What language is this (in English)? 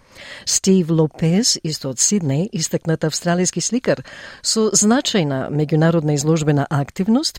Macedonian